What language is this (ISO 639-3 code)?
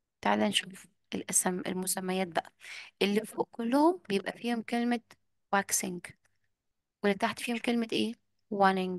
arz